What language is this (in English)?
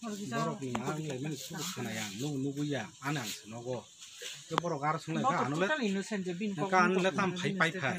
Kok Borok